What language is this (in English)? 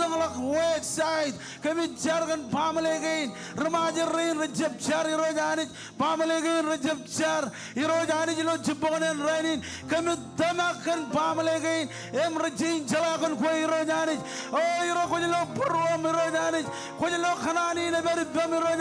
Marshallese